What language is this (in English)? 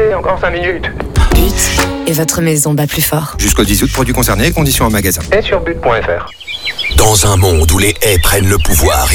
French